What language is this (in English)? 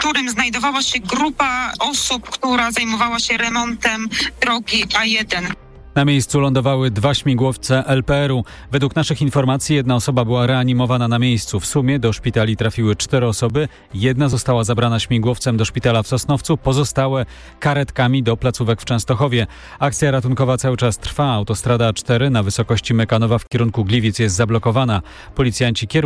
Polish